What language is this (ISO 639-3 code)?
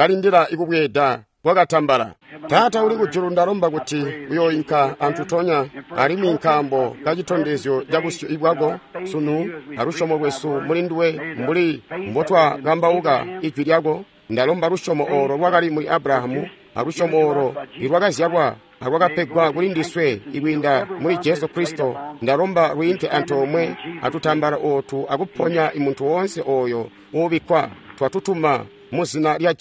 toi